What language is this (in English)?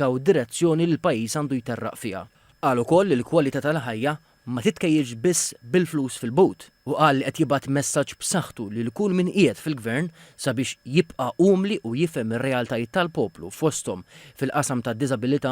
Maltese